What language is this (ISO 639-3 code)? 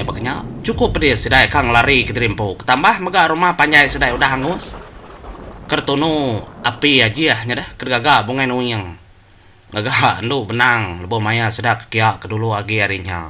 iba